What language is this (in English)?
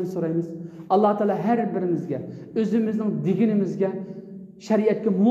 Uyghur